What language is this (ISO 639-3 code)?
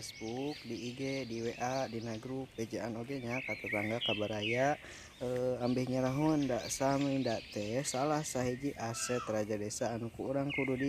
sun